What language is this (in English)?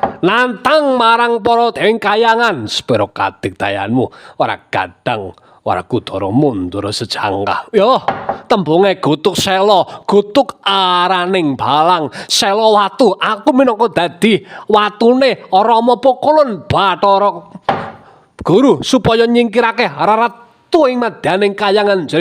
Javanese